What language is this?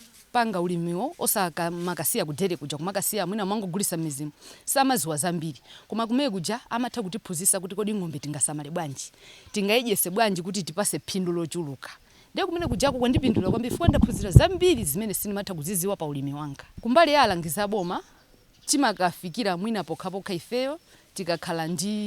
Nyanja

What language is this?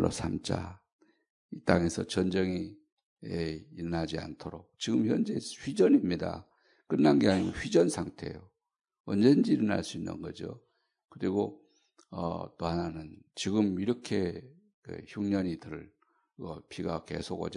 Korean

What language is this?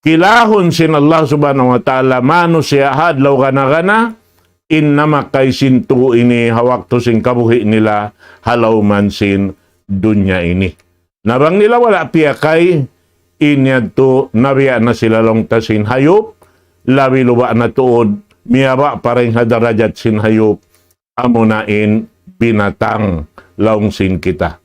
Tausug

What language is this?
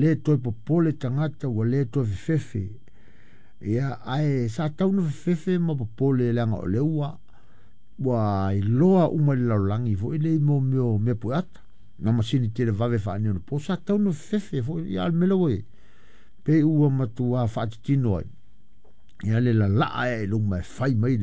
Samoan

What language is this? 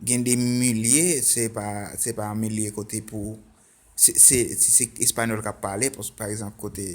Haitian Creole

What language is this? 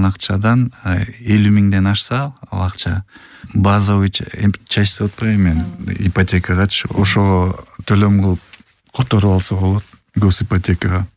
Kyrgyz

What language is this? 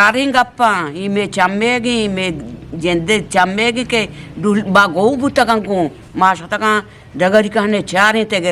Eastern Balochi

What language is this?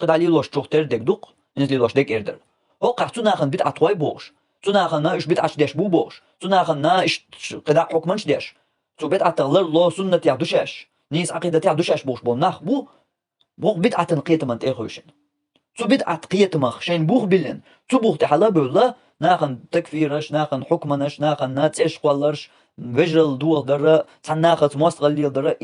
Chechen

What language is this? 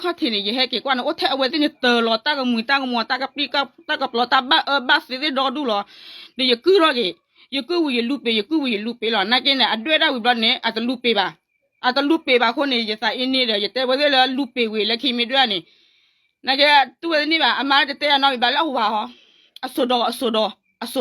S'gaw Karen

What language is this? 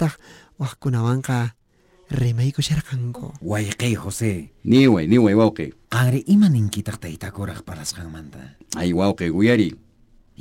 South Bolivian Quechua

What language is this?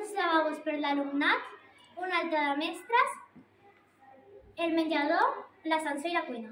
Catalan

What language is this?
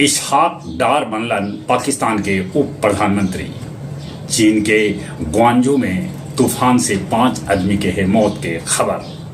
Magahi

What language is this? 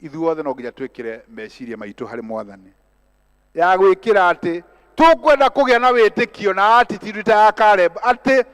Kikuyu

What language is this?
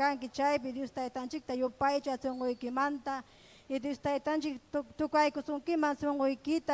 Ayacucho Quechua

